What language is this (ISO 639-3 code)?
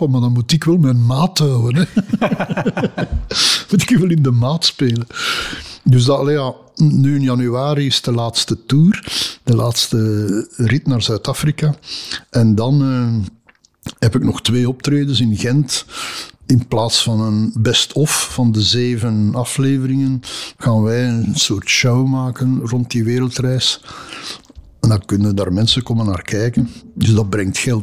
nld